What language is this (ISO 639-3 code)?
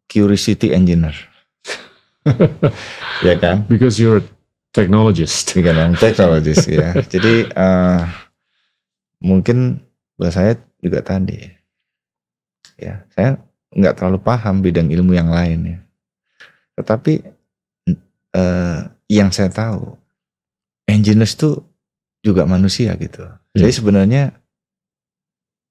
ind